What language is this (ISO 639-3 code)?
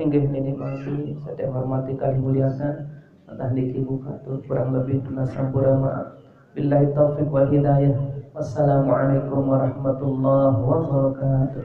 sas